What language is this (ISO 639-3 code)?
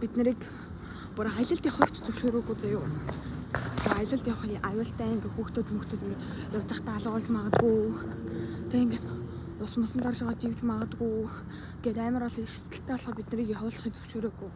mon